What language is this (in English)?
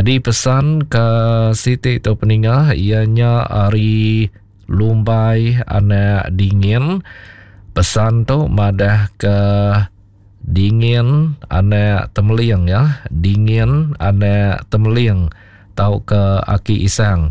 Iban